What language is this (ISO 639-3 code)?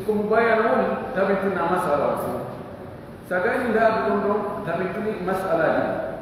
fuf